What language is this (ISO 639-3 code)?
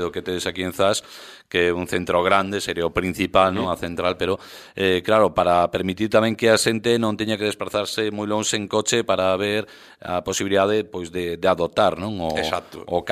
glg